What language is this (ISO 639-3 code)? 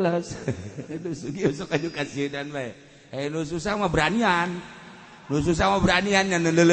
sun